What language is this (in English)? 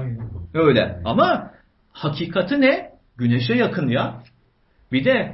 Turkish